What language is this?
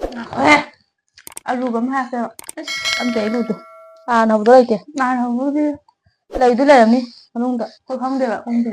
Manipuri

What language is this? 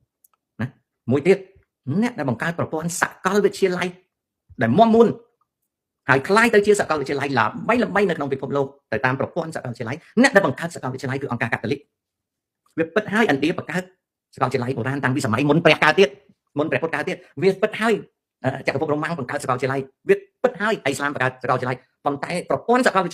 Khmer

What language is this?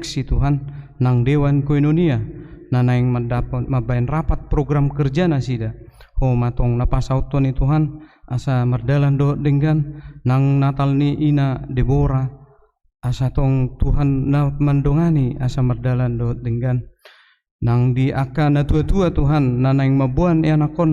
Batak Toba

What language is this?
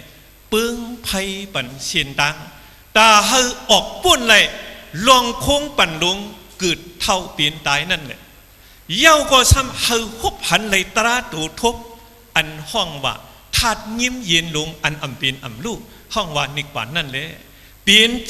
Shan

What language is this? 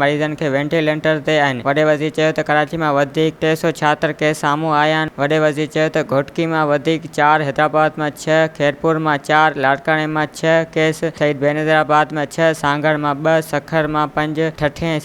Sindhi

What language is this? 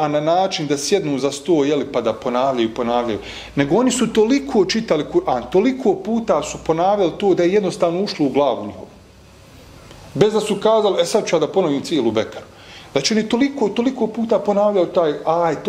Bosnian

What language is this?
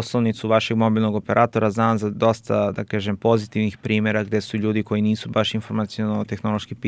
Serbian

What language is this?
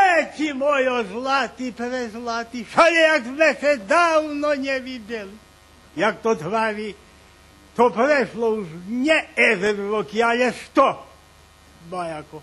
Rusyn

